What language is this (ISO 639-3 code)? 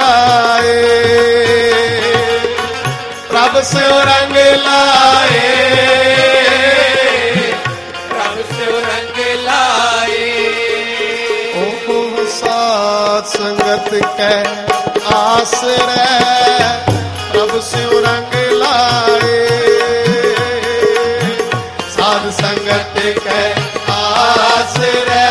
pan